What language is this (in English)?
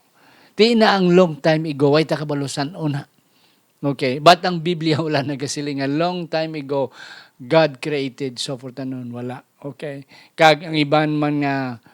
Hiligaynon